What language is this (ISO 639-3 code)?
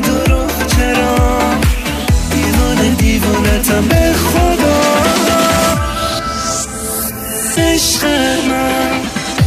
fas